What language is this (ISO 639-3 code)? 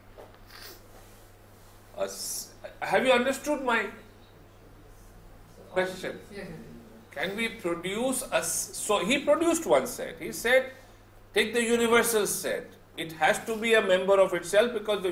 eng